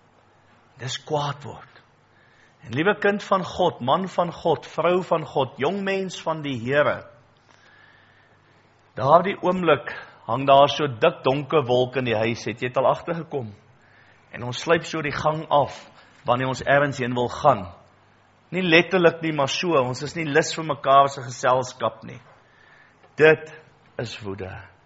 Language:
Afrikaans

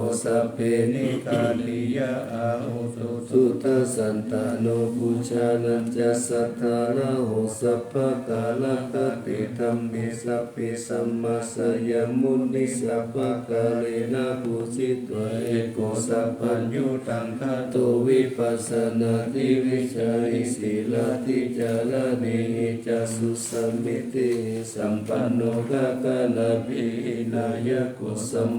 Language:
Pali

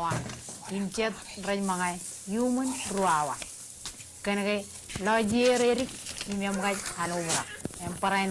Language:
Marshallese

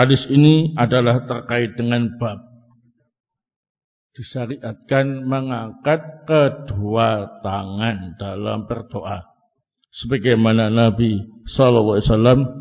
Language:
Indonesian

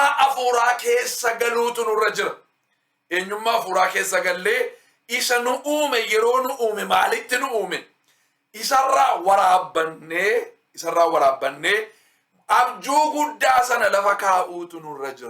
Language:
Oromo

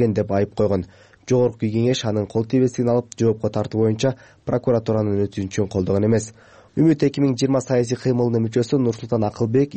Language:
Kyrgyz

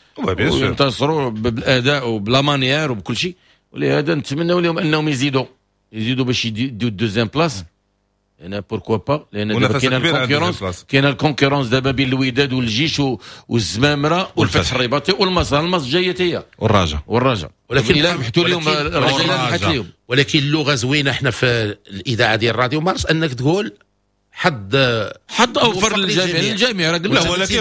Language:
Moroccan Arabic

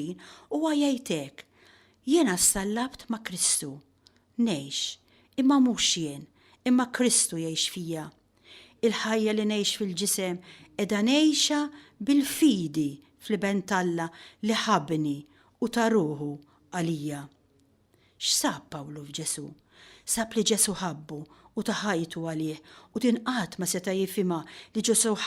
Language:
Maltese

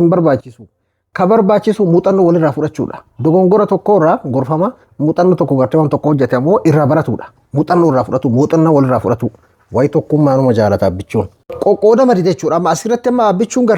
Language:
Oromo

